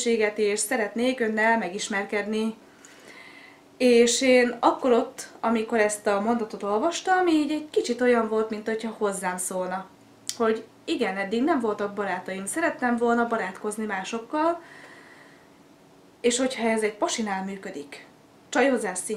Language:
Hungarian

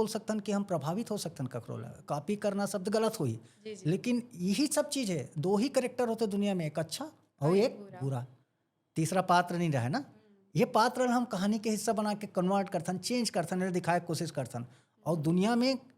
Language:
Chhattisgarhi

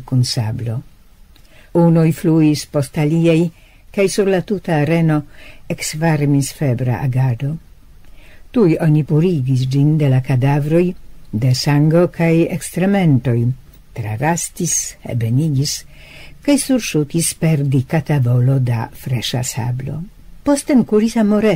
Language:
Esperanto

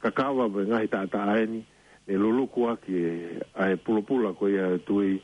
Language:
Tongan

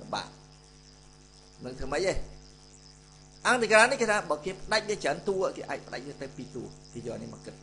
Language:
Khmer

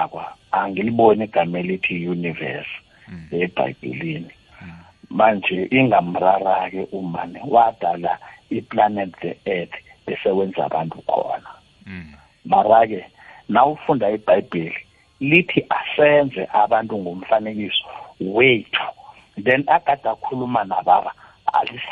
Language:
South Ndebele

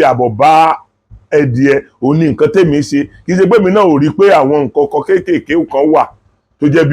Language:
Yoruba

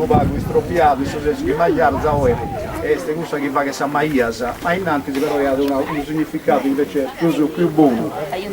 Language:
Sardinian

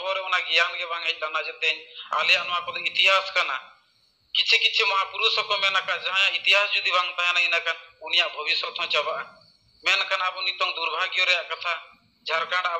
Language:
Santali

